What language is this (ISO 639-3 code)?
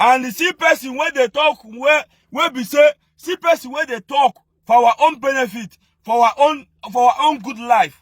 pcm